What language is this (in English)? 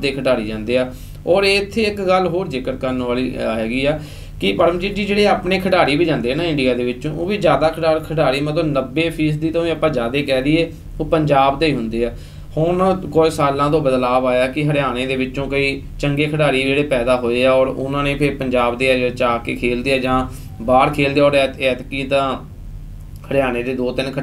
Punjabi